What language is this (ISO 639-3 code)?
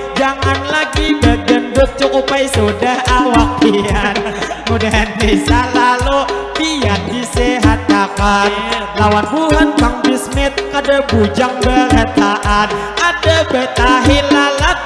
bjn